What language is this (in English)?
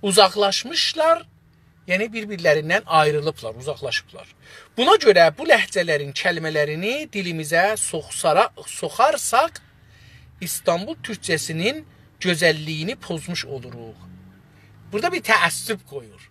South Azerbaijani